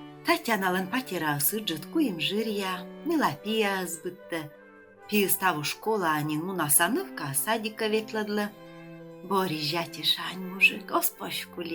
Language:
Komi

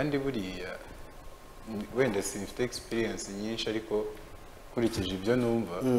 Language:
Kinyarwanda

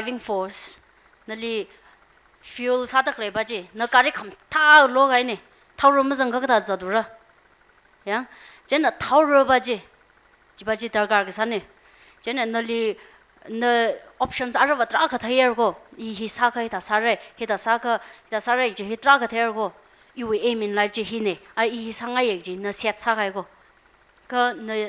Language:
Tangkhul Naga (India)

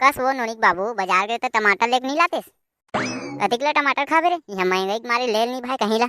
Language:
Chhattisgarhi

